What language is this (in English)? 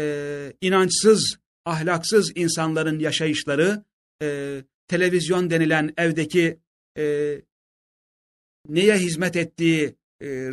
Turkish